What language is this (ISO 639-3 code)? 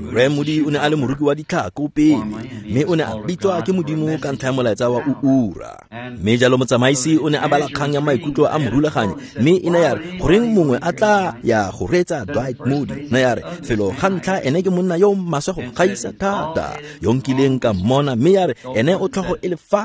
tsn